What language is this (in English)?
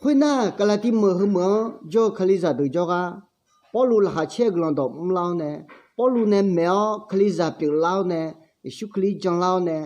Akha